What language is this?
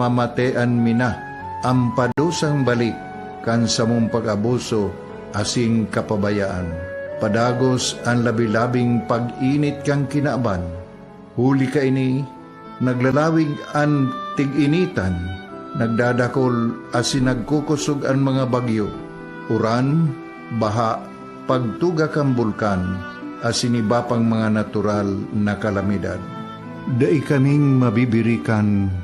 Bikol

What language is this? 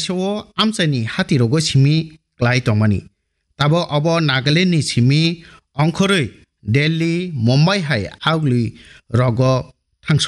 Kok Borok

